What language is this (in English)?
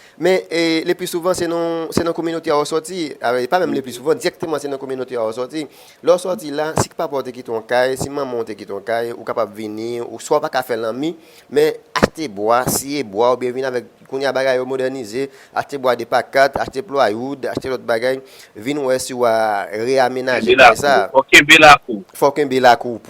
Haitian Creole